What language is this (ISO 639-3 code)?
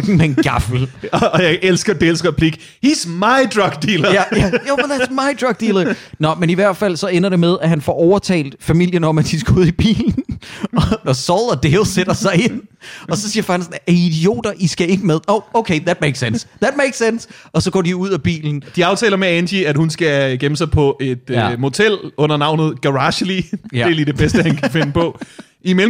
dan